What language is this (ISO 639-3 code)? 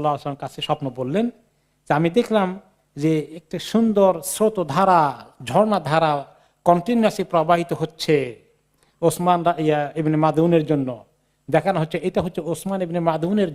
ben